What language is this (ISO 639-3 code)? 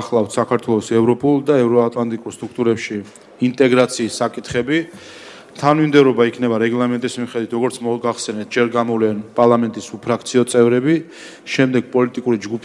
kat